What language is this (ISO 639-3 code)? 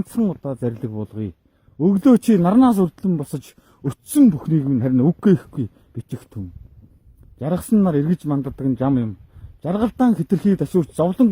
mon